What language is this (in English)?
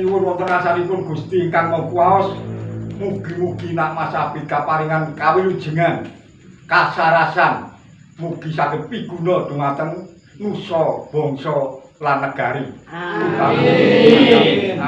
Javanese